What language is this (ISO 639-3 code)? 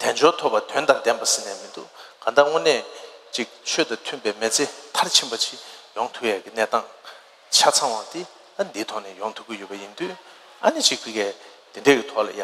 bod